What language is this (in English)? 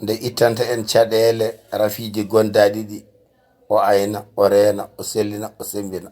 Fula